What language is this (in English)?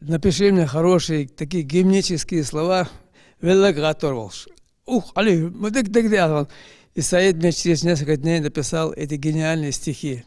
Ingush